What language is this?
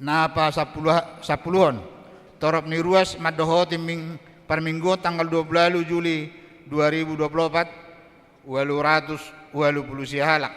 Batak Toba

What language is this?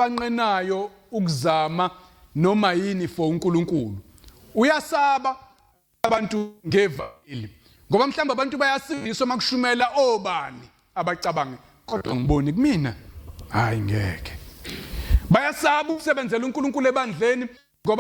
Zulu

